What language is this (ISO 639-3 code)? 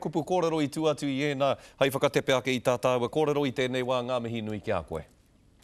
mri